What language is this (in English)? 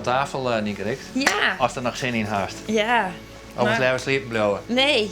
Western Frisian